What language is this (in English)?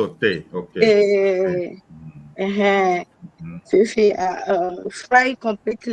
Ewe